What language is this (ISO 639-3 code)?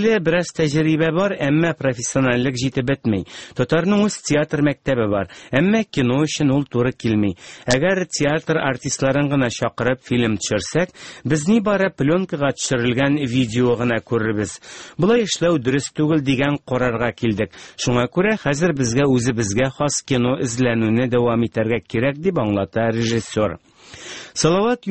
tat